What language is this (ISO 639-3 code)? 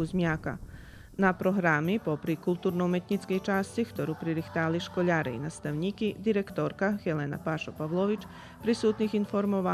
rue